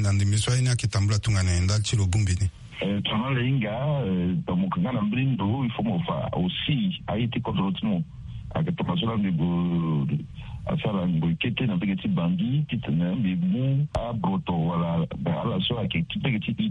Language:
Sango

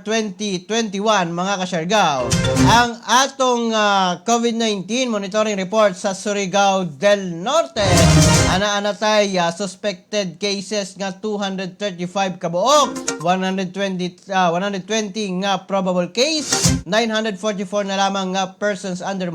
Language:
Cebuano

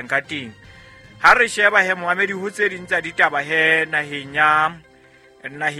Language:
Southern Sotho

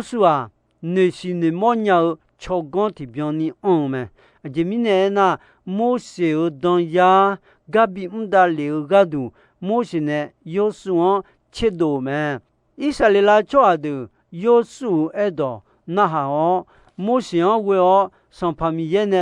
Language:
Akha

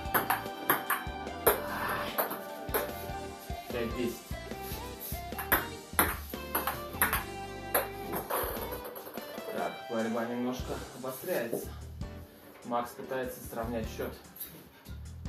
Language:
Russian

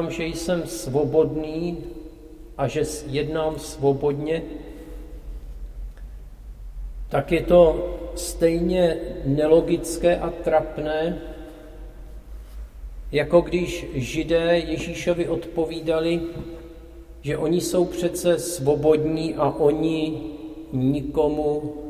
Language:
Czech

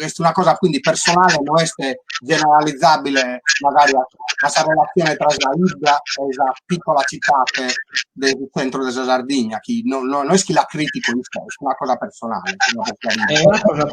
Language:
Sardinian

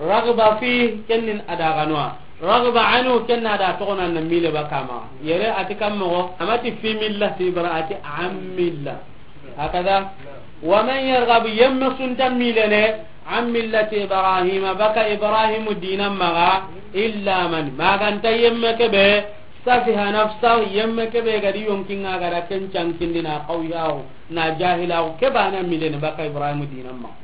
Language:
Soninke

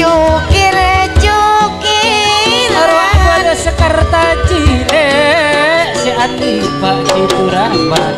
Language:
Madurese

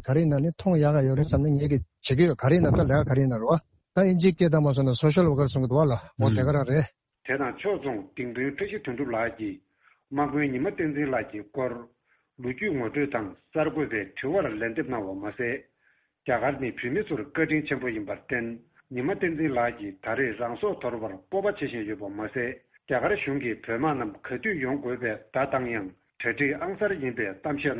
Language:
Tibetan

